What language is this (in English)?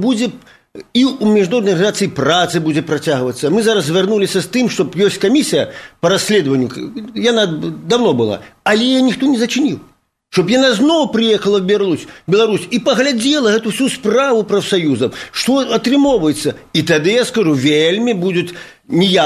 Belarusian